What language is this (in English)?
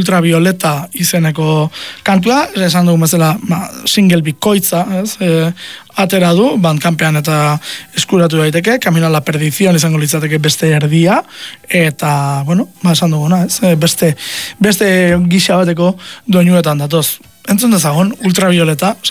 Basque